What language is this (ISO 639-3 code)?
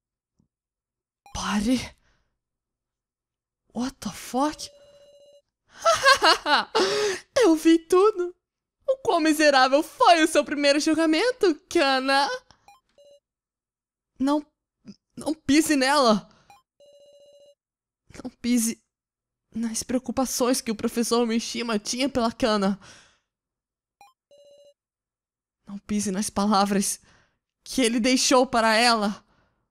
por